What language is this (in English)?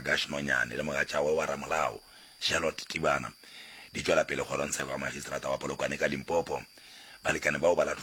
Northern Sotho